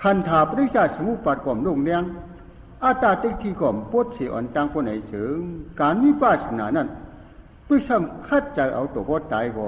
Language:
Shan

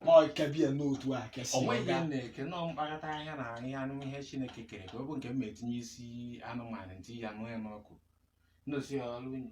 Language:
Igbo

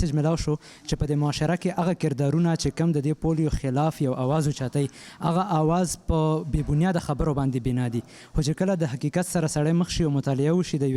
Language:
Pashto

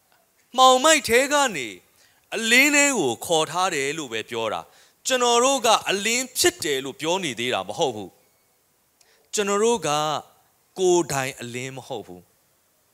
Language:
Burmese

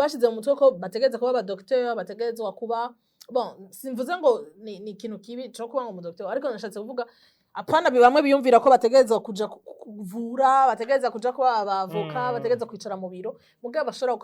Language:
Rundi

